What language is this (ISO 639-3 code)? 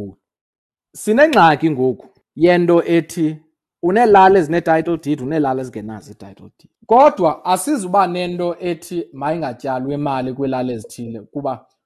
xho